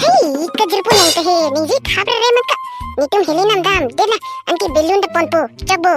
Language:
Karbi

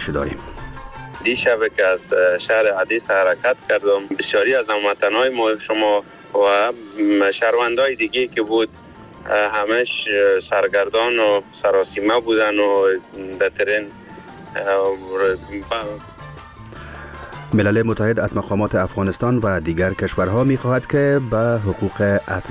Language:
Persian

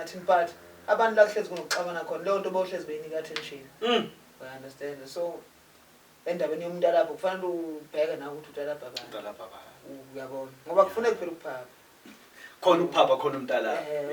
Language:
Zulu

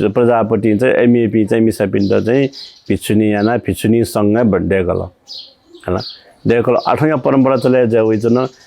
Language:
Newari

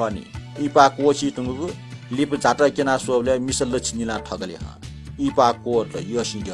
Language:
Newari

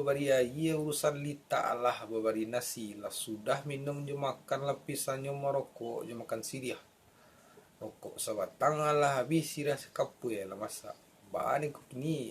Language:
Minangkabau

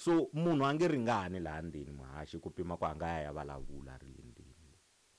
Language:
Tsonga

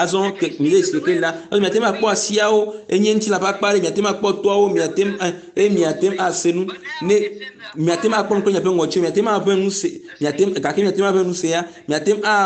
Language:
Ewe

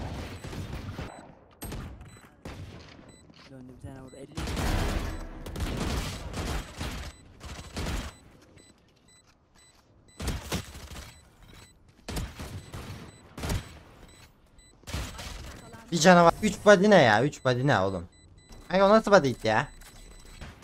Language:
Turkish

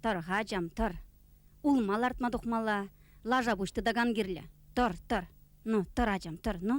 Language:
Chuvash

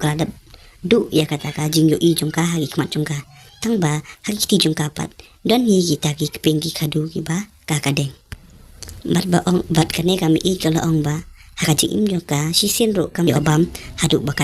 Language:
Khasi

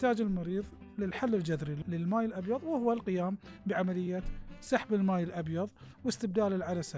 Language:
Gulf Arabic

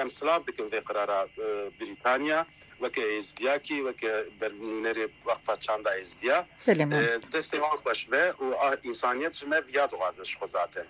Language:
Kurdish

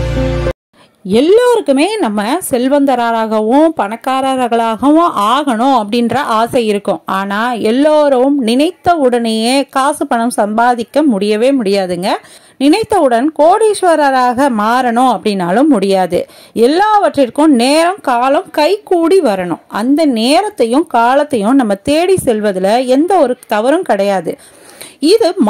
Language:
Tamil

